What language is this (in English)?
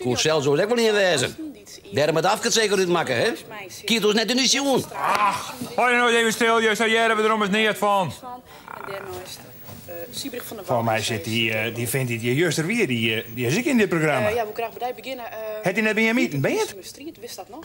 Western Frisian